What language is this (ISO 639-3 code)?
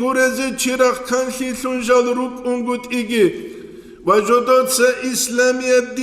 ava